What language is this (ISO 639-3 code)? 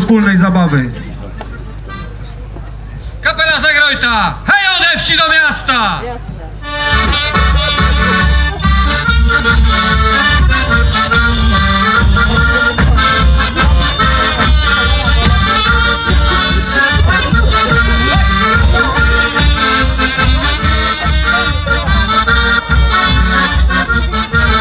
pol